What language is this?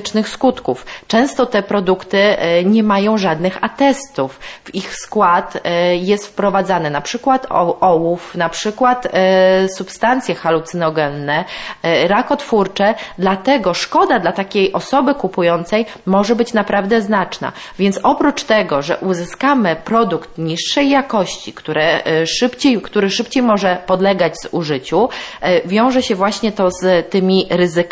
Polish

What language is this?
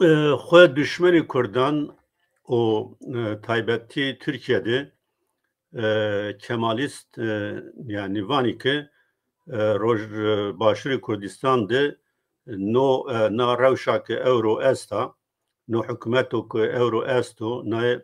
Zaza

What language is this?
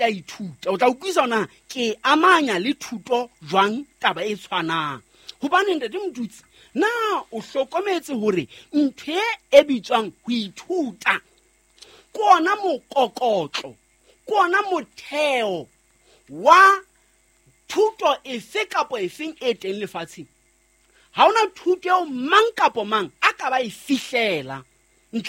Southern Sotho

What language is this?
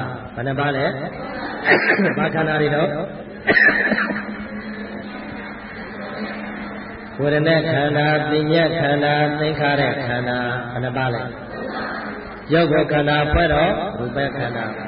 Burmese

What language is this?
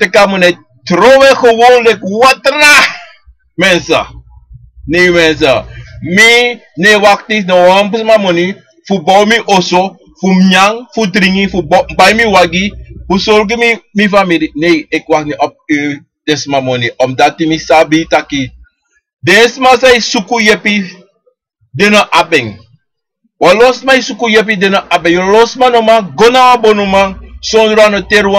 Sranan Tongo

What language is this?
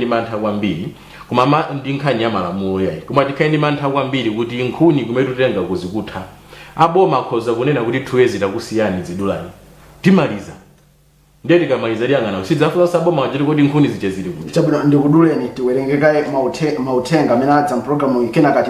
Nyanja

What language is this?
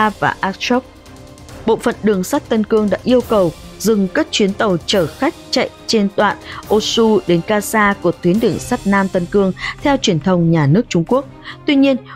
Vietnamese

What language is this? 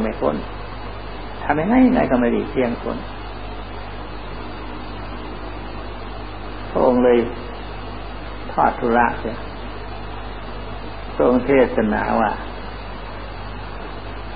Thai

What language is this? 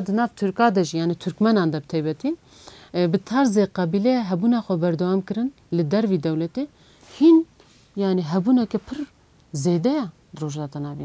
Kurdish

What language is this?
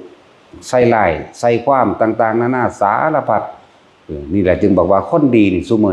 Northeastern Thai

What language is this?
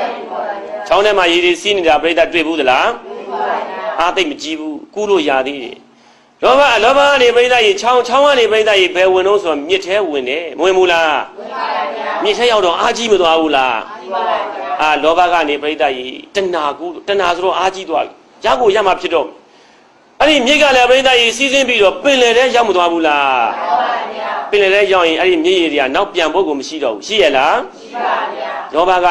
Burmese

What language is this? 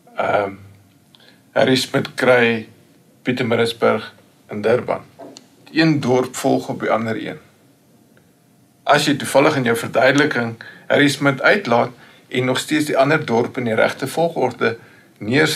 Afrikaans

